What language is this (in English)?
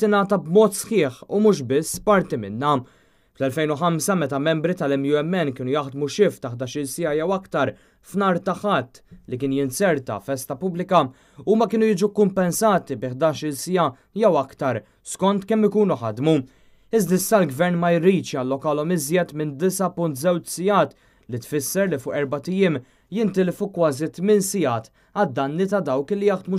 Maltese